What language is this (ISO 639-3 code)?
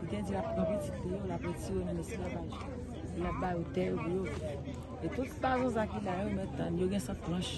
hat